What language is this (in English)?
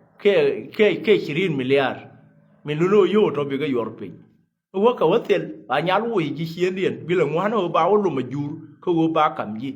Nuer